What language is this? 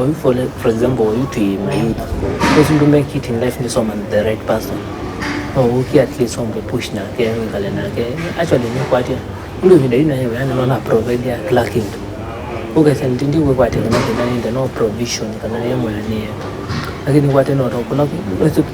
Kamba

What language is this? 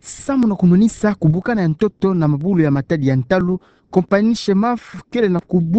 Kituba (Democratic Republic of Congo)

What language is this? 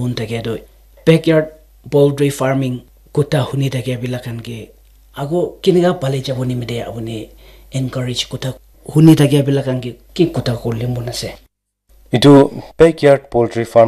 Naga Pidgin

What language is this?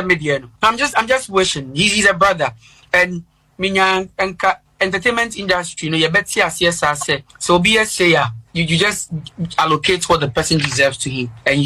Akan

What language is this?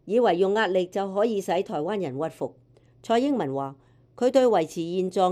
Cantonese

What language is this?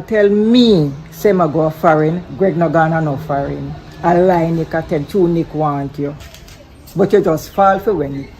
Jamaican Creole English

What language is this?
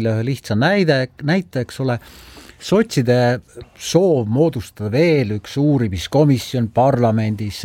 Estonian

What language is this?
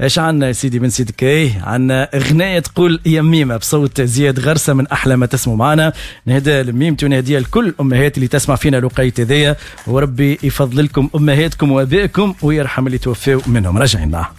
Tunisian Arabic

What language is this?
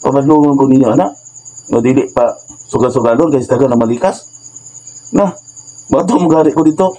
Cebuano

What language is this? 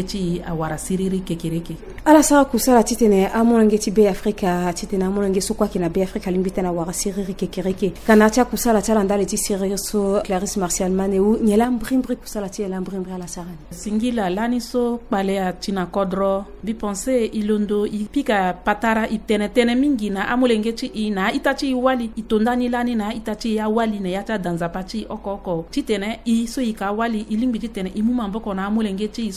Sango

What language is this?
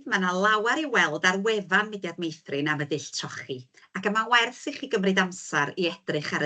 Welsh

